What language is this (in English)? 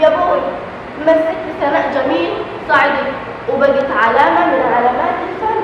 Egyptian Arabic